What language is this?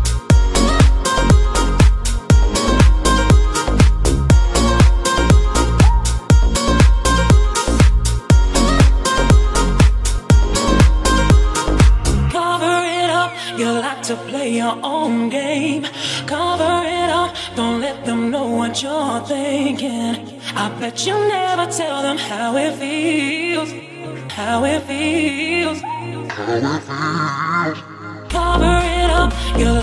English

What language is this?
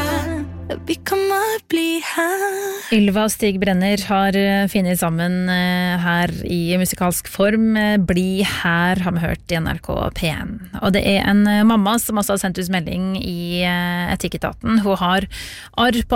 Norwegian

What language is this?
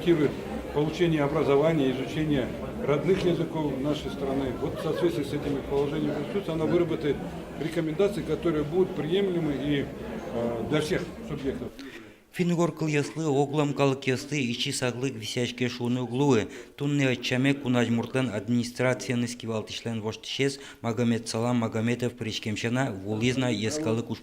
Udmurt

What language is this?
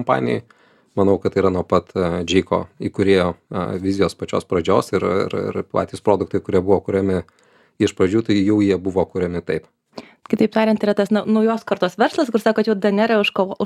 Lithuanian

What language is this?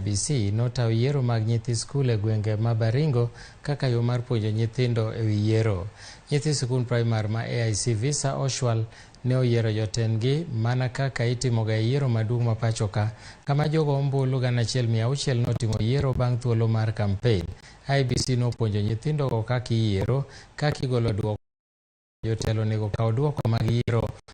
Luo (Kenya and Tanzania)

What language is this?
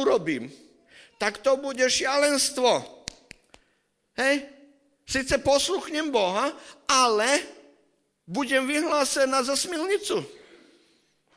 Slovak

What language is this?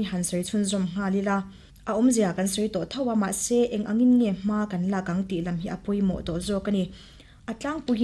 Mizo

